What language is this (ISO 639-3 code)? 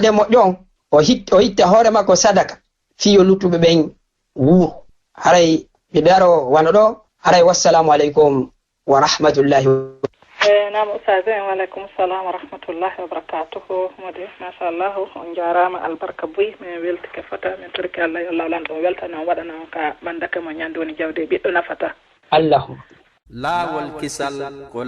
ful